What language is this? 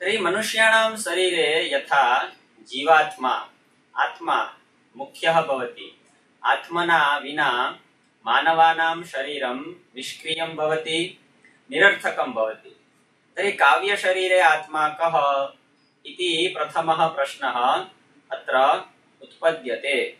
Sanskrit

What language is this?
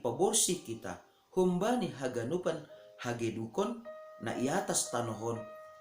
Batak Simalungun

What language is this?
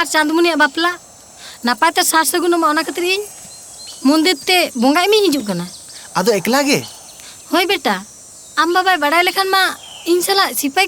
Santali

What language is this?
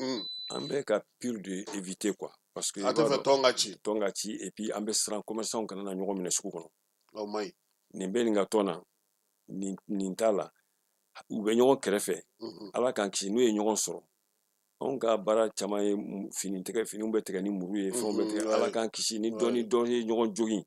Bambara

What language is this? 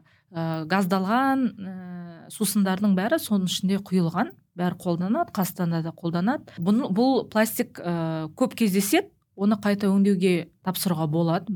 Kazakh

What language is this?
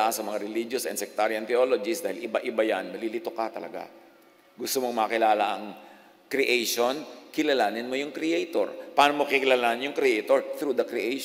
Filipino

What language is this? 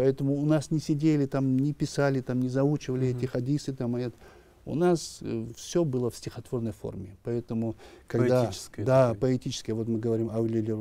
Russian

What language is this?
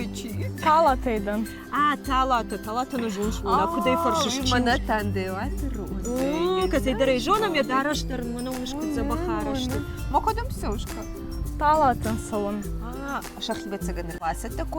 Ossetic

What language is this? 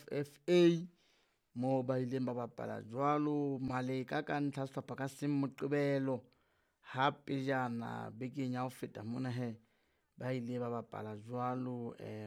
Southern Sotho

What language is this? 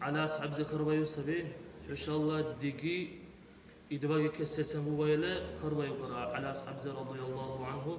Dargwa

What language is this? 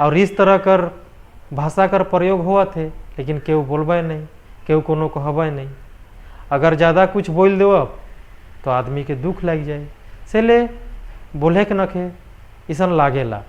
Sadri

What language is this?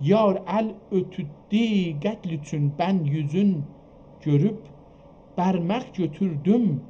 South Azerbaijani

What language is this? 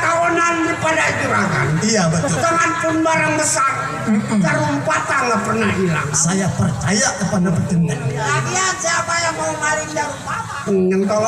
Betawi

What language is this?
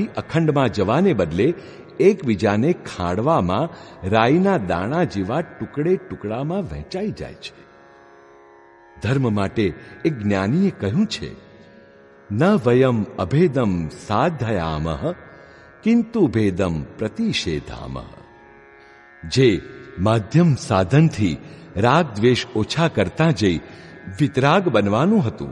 Gujarati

